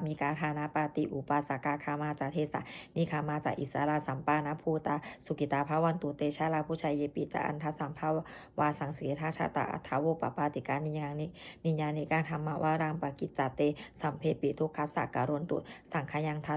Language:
Pali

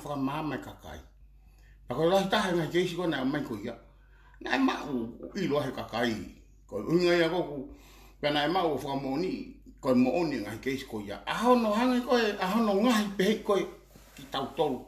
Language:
Tongan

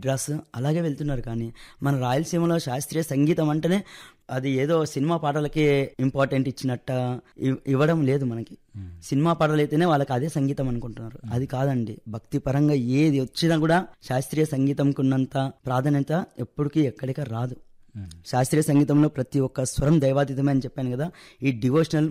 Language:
Telugu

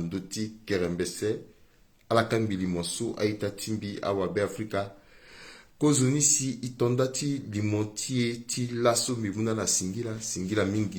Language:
Sango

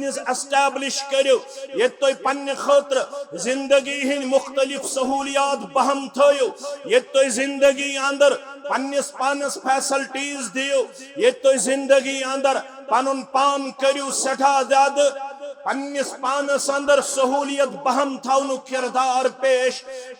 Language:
Kashmiri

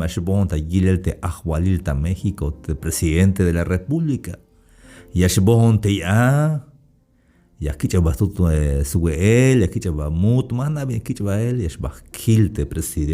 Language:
Tzeltal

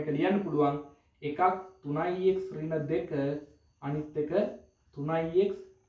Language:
Sinhala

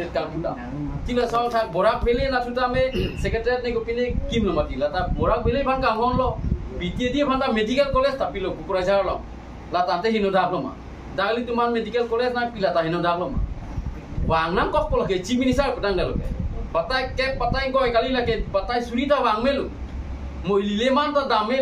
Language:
Karbi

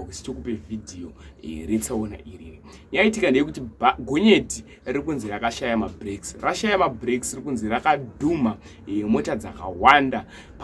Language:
Shona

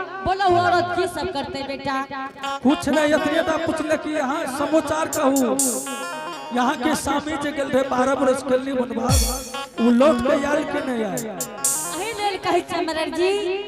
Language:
Angika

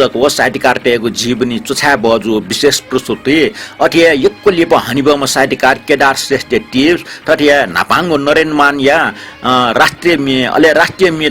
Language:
Newari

